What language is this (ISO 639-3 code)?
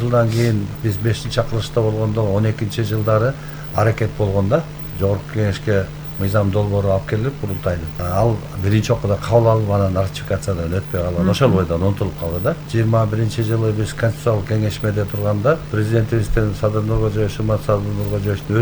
kir